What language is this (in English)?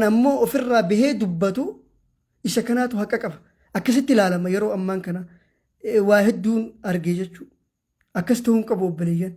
Oromo